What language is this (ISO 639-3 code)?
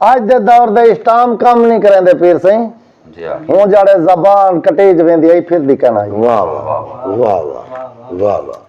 skr